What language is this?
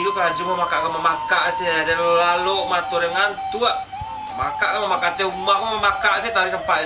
Minangkabau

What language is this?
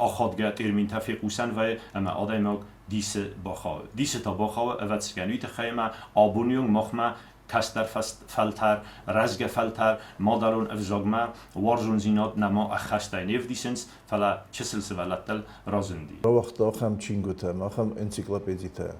Ossetic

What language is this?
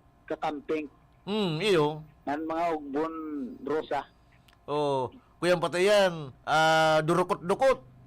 Bikol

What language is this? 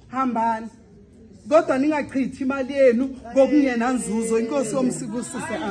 Zulu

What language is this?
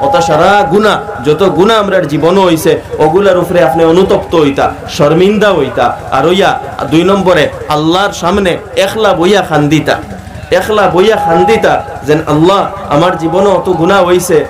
Sylheti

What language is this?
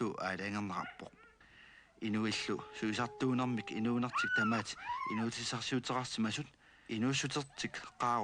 Kalaallisut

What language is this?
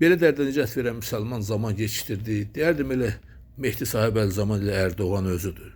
Azerbaijani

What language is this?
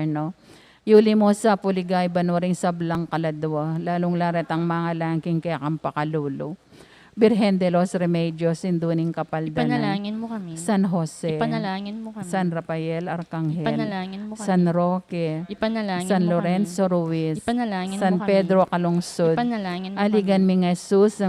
Pampanga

